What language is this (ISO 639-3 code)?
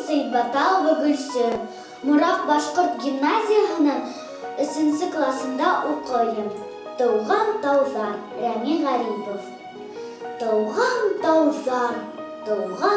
bak